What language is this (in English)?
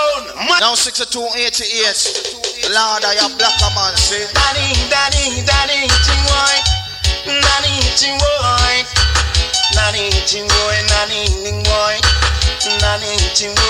Jamaican Creole English